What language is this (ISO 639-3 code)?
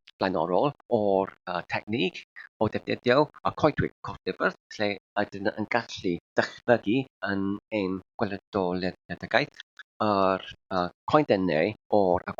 cym